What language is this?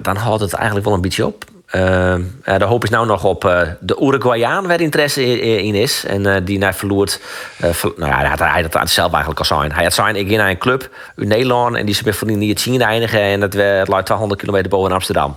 Western Frisian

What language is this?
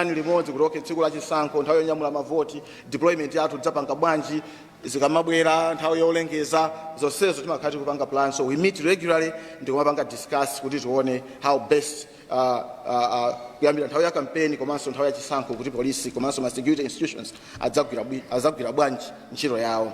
Nyanja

